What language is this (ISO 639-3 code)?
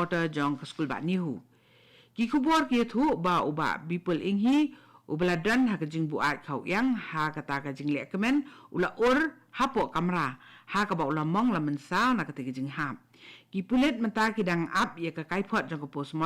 kha